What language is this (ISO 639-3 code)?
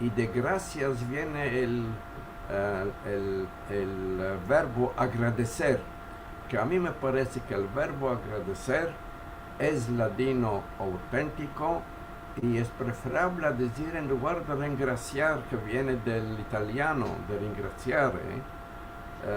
lad